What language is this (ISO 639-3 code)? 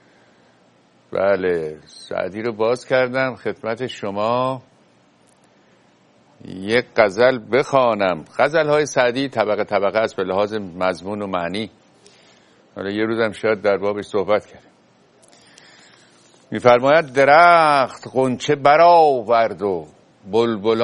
fas